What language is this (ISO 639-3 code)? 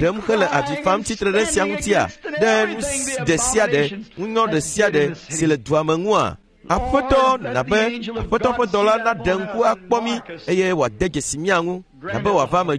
ewe